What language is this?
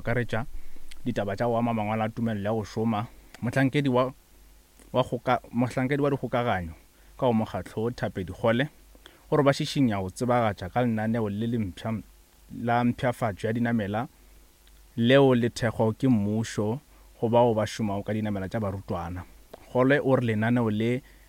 Northern Sotho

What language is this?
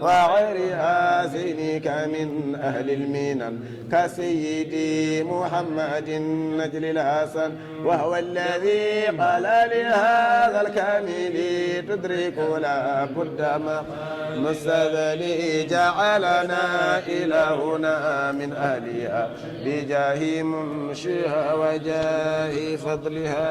Fula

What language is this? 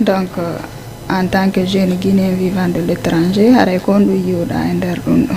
Fula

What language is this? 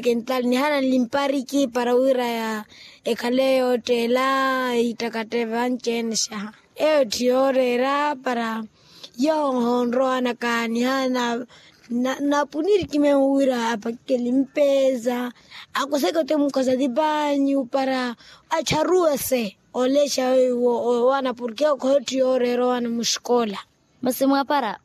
Makhuwa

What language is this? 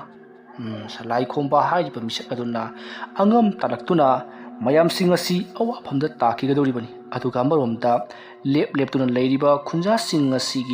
Manipuri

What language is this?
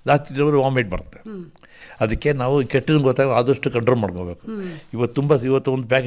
Kannada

